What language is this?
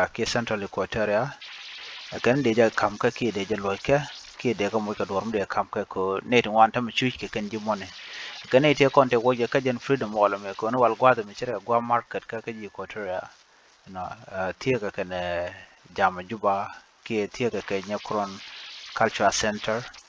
Nuer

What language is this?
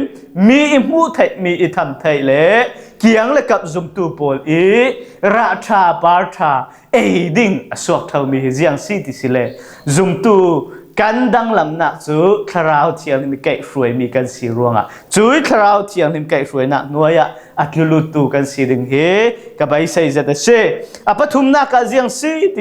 Falam Chin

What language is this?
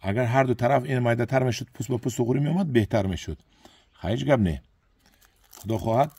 Tajik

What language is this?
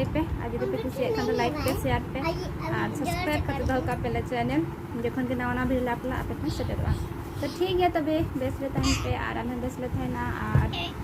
Santali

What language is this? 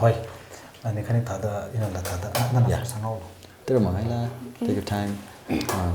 Tangkhul Naga (India)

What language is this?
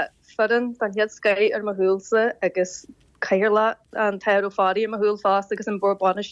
Irish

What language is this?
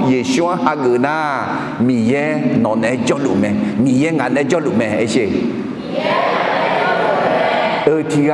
Akha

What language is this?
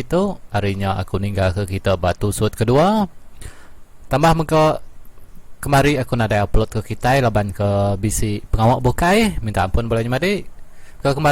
Iban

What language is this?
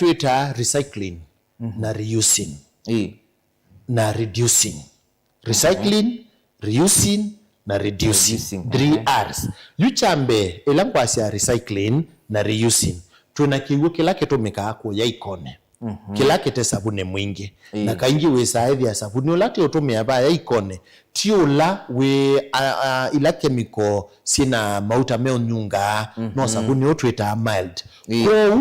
Kamba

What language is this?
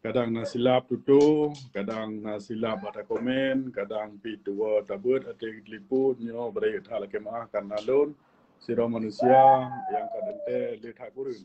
Achinese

